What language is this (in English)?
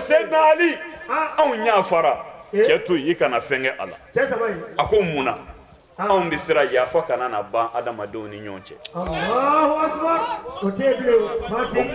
Bambara